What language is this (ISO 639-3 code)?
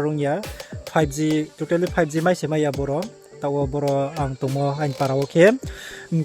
ria